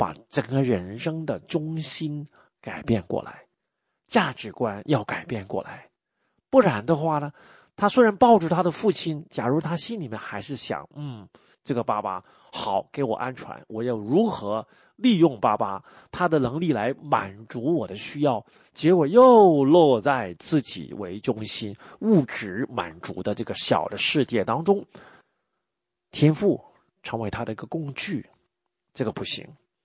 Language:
Chinese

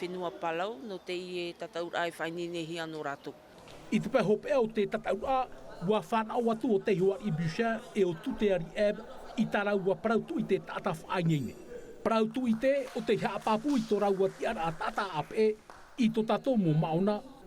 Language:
Tahitian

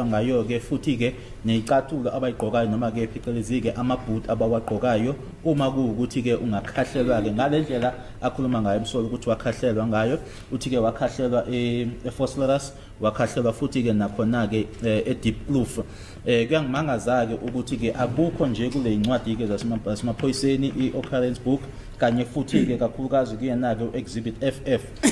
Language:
Zulu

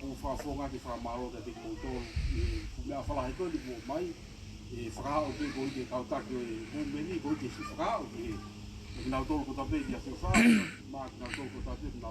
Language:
Tongan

